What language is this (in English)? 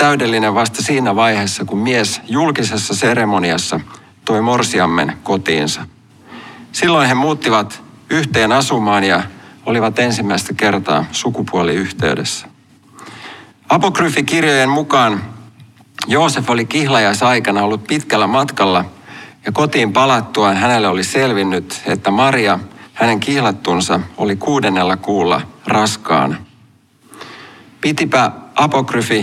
Finnish